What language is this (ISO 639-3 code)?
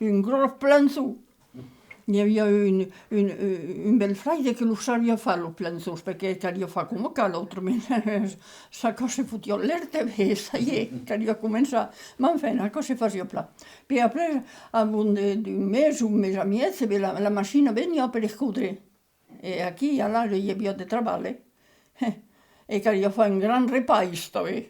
oci